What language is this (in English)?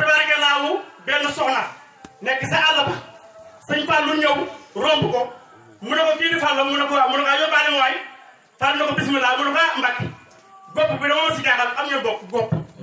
Wolof